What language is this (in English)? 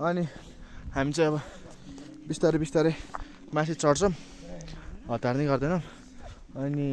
Nepali